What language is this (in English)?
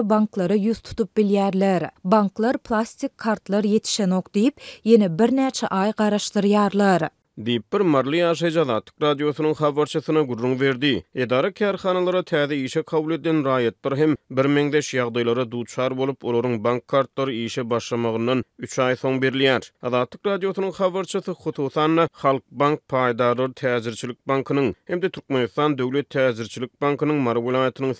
Turkmen